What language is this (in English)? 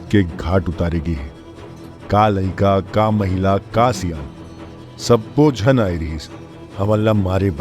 Chhattisgarhi